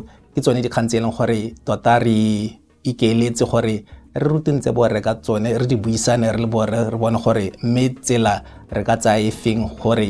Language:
Tswana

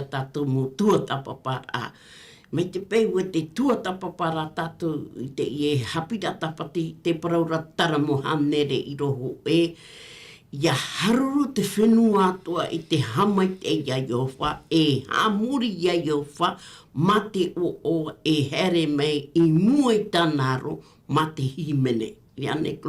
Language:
Tahitian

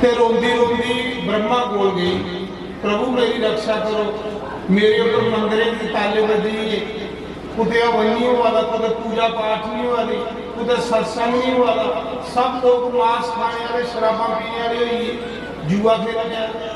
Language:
Dogri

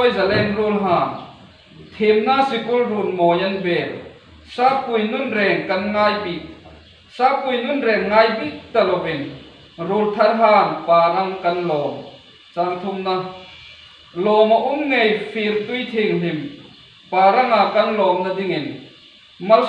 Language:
Hmar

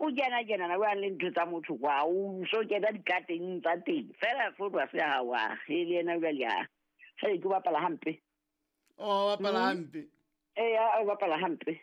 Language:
Southern Sotho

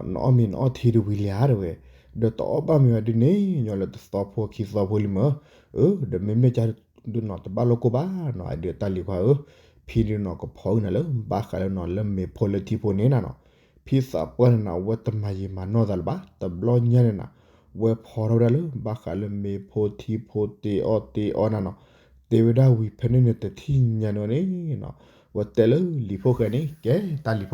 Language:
S'gaw Karen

